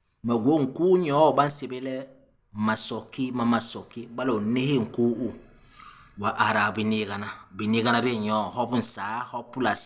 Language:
Basaa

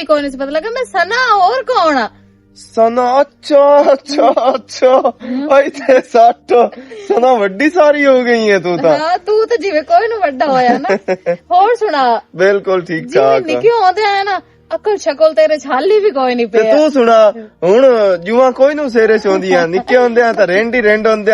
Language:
Western Panjabi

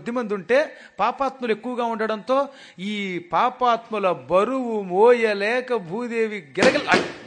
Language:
Telugu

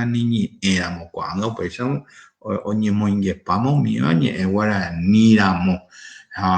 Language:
Guarani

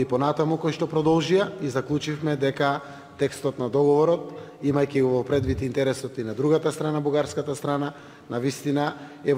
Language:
Macedonian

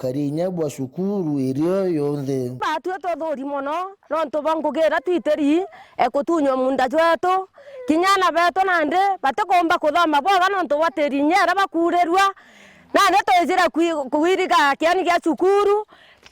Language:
Meru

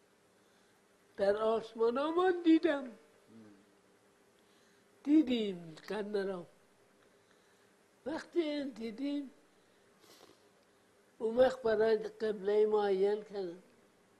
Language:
Persian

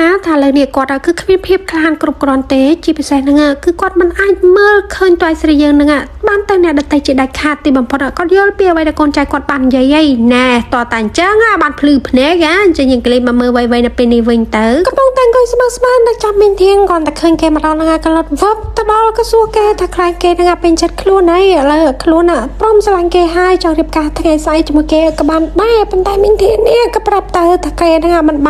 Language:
Khmer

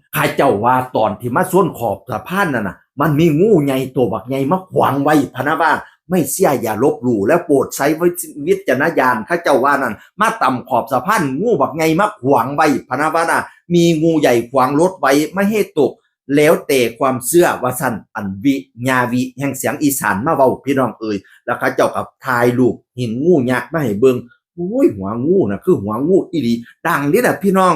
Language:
Northeastern Thai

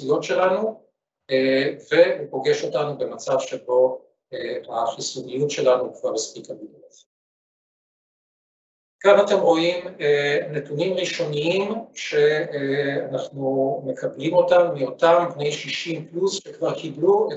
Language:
Hebrew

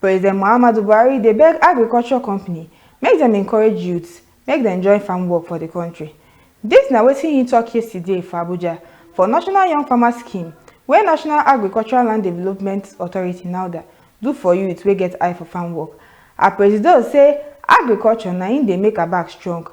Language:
Nigerian Pidgin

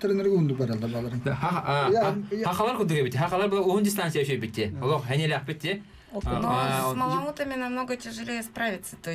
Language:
Yakut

